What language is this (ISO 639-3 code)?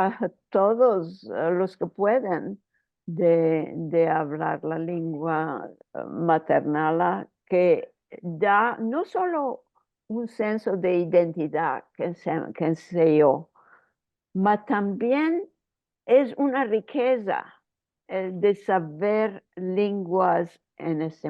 lad